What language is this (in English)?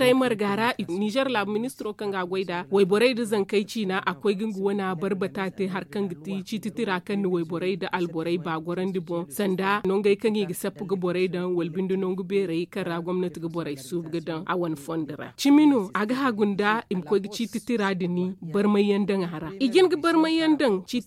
Zarma